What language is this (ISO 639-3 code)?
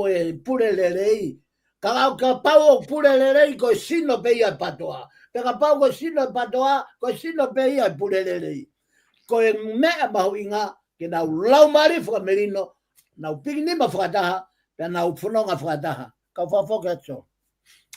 ton